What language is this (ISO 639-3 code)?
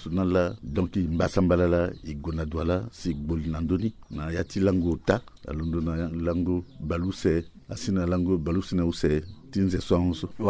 sag